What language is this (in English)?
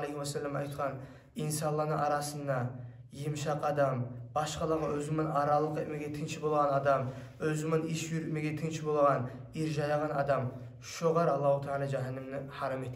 Kumyk